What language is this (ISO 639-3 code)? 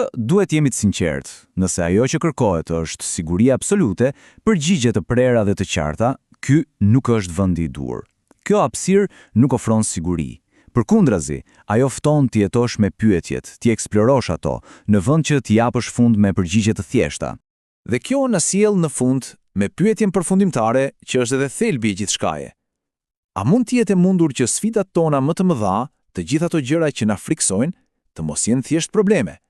sqi